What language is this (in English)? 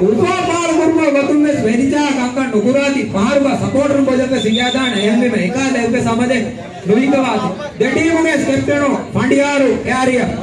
Divehi